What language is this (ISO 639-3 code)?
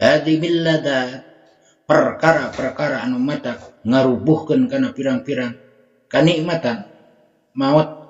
sun